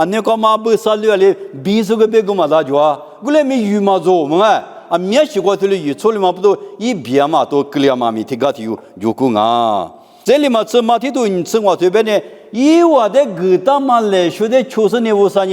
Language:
Lisu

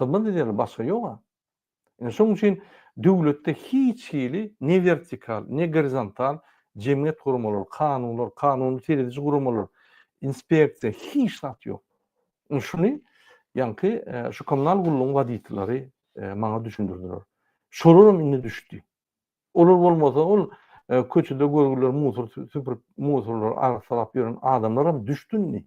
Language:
Turkmen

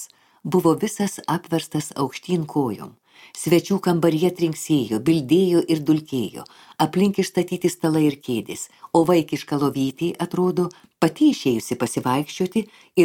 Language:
Lithuanian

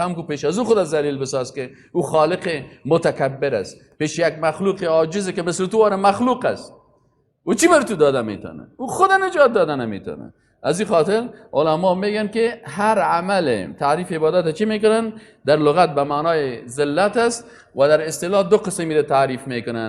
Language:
Persian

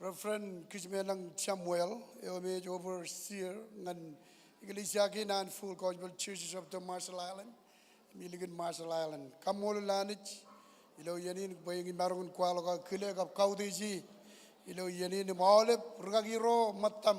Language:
Marshallese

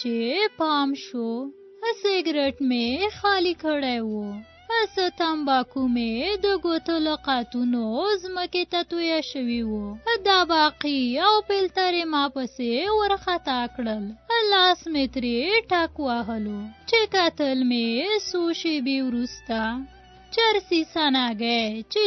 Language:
Pashto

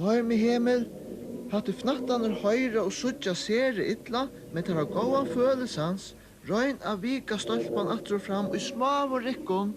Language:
Faroese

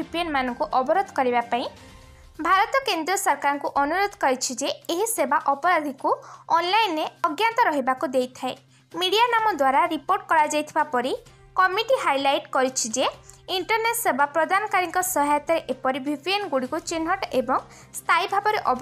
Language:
Odia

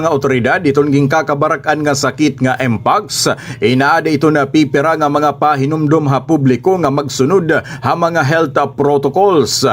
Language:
Waray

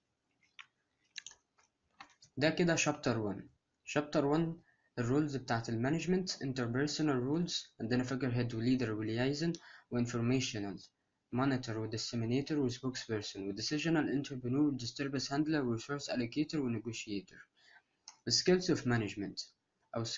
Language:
Egyptian Arabic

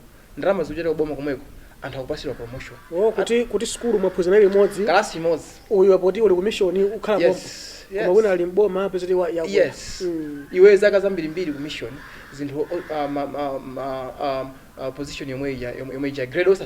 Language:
Nyanja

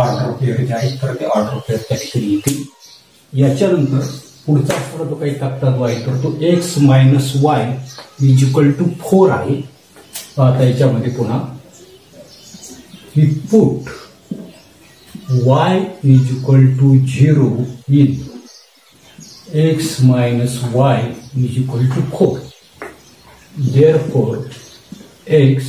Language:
Marathi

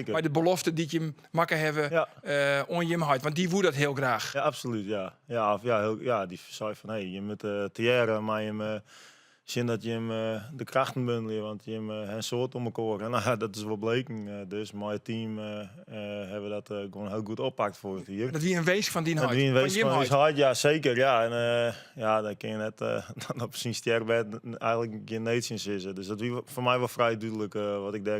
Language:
Western Frisian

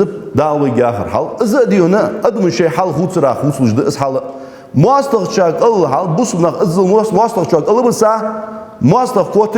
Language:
Ingush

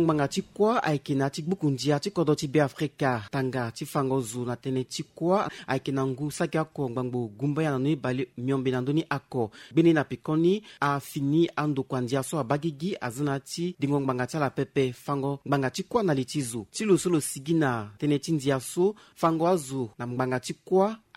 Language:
Sango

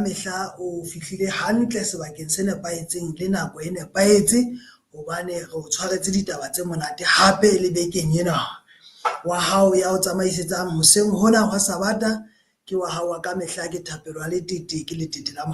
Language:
Southern Sotho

